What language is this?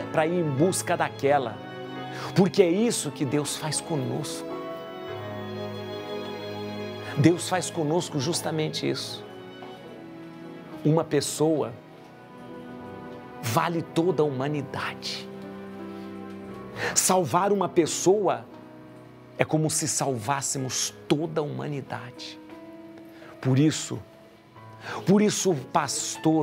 Portuguese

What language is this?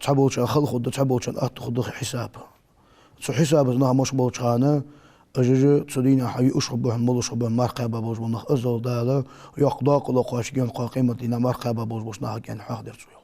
Ingush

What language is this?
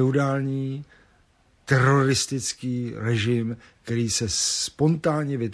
Czech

